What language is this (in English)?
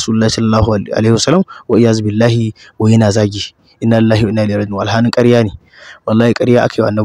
Hausa